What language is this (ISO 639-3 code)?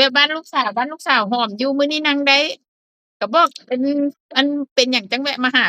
tts